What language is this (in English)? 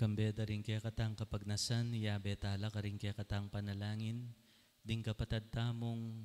Pampanga